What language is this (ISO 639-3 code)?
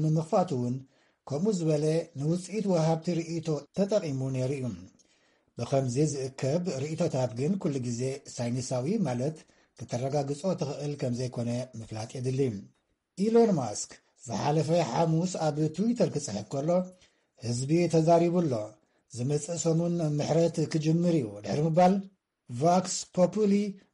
tir